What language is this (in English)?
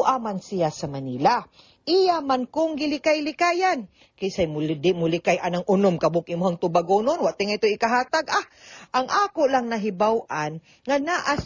Cebuano